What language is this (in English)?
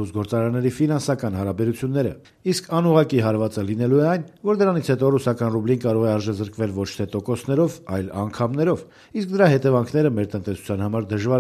Armenian